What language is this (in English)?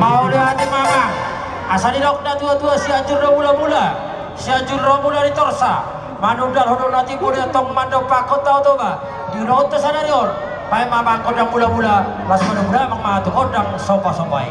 Batak Toba